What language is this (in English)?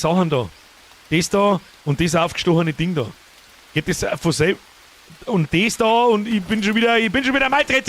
Bavarian